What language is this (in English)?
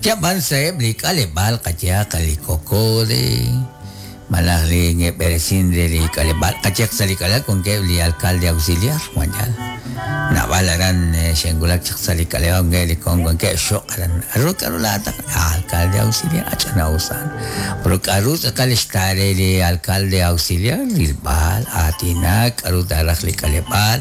Kekchí